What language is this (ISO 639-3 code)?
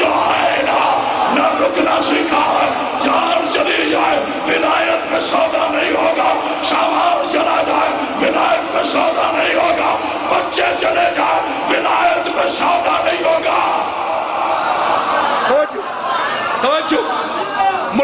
urd